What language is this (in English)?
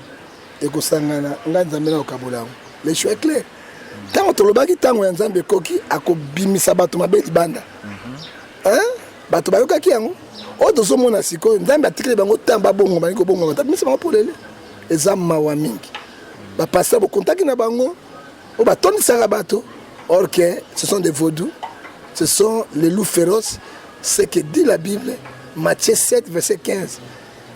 Lingala